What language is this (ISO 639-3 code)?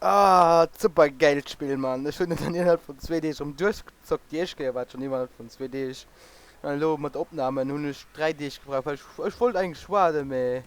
ltz